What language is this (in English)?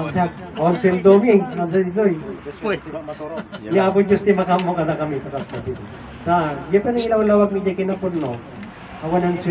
Iloko